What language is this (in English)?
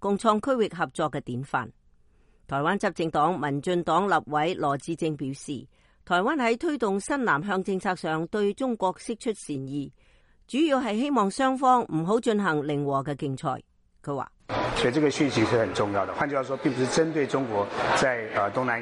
Cantonese